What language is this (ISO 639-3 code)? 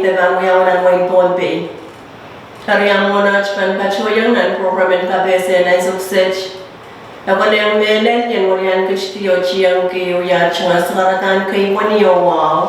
pon